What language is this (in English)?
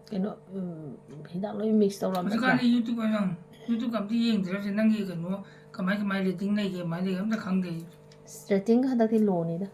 Manipuri